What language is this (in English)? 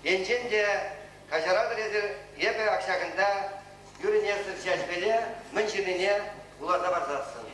Chuvash